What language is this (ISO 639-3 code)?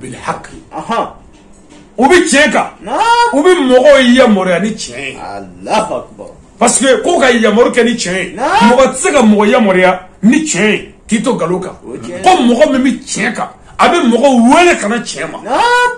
bam